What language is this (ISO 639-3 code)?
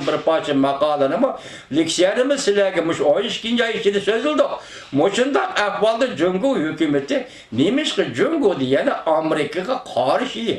uig